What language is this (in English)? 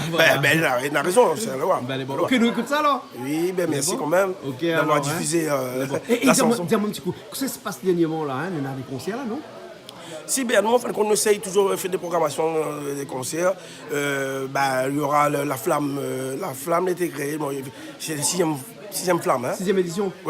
Réunion Creole French